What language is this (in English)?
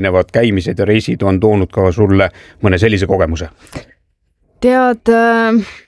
Estonian